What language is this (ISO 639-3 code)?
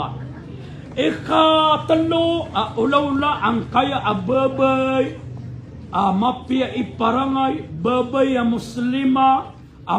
mrw